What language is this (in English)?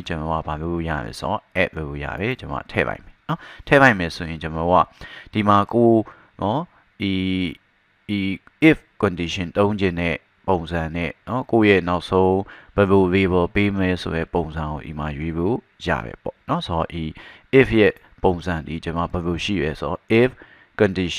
Burmese